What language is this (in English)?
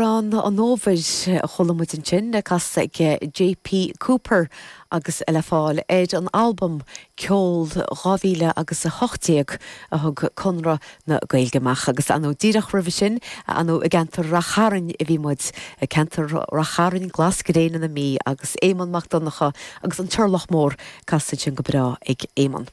Irish